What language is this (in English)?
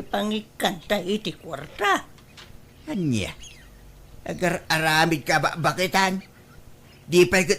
Iloko